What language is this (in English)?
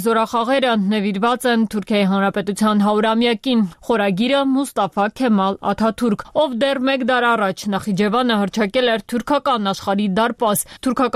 Armenian